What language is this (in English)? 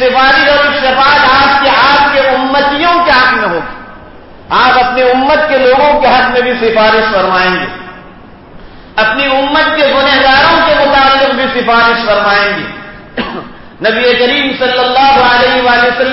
Urdu